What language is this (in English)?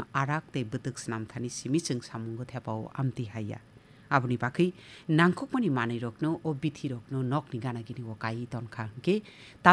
Kok Borok